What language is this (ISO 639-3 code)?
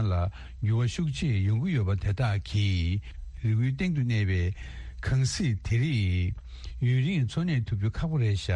bod